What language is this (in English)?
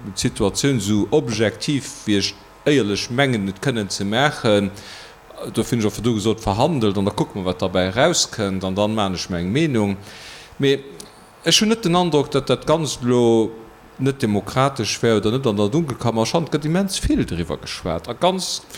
Luxembourgish